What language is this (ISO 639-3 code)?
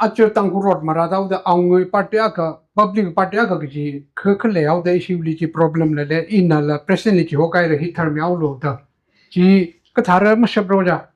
nmf